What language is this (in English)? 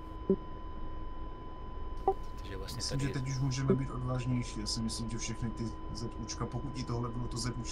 Czech